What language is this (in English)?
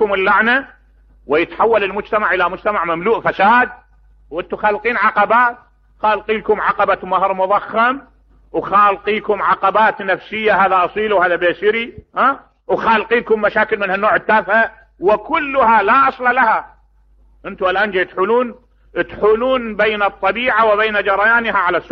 Mesopotamian Arabic